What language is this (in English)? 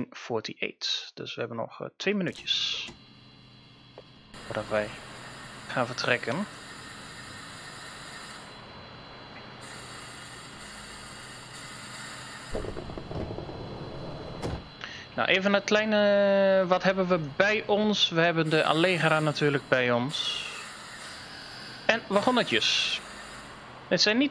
Dutch